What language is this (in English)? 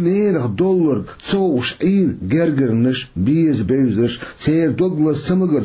Chechen